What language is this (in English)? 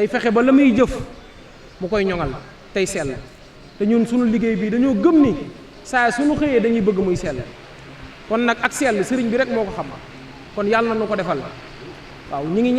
Wolof